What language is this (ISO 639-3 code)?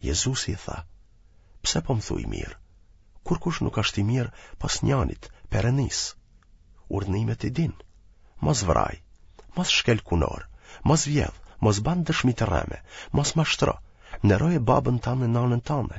sqi